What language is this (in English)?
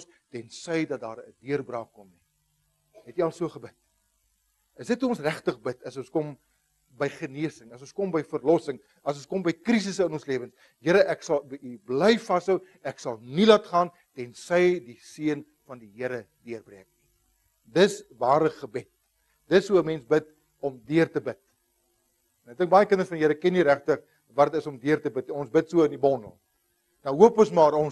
Afrikaans